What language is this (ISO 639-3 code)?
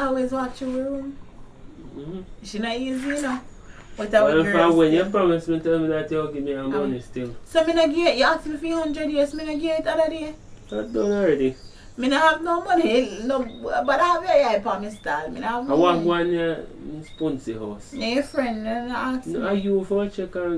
jam